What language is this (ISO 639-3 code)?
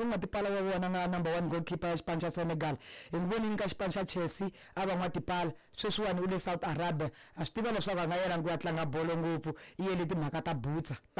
tso